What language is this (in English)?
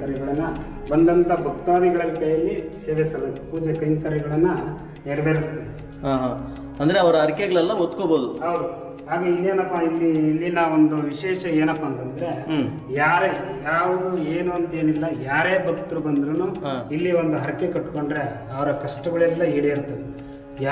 Kannada